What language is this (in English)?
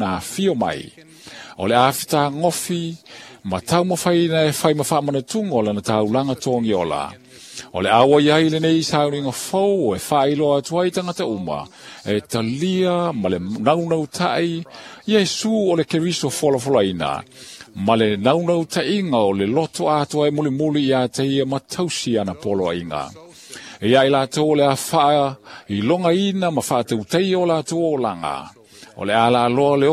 Samoan